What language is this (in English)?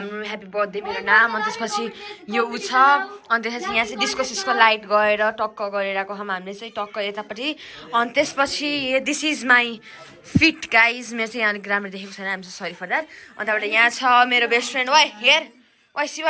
Nepali